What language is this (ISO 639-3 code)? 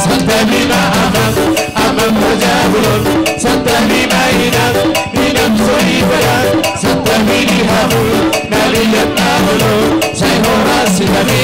bbc